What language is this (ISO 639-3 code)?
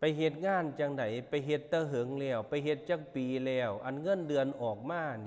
lao